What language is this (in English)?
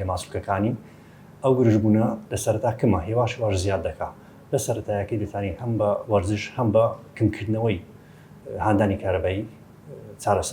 Central Kurdish